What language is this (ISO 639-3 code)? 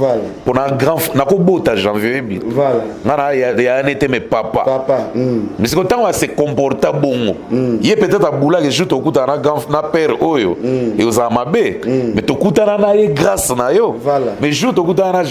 lin